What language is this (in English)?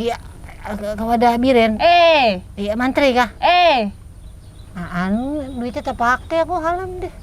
Banjar